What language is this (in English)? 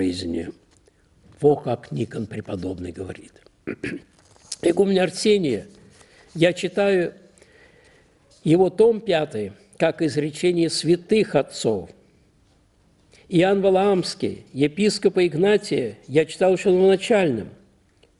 Russian